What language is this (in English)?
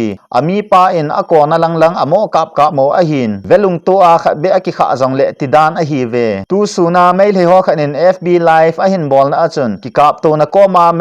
Thado Chin